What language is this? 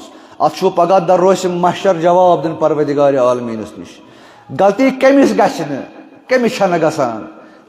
Kashmiri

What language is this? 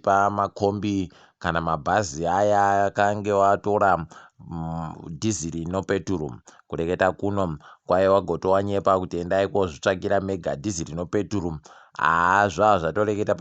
Ndau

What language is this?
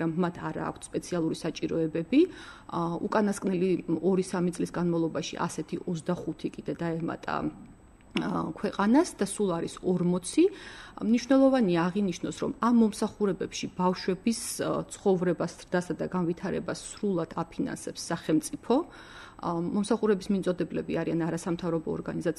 Georgian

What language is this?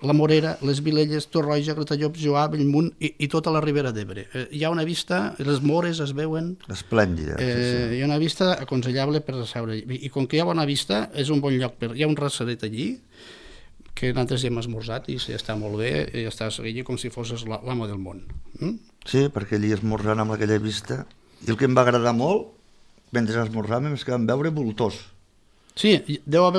Catalan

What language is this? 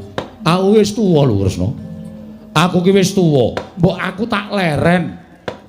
Javanese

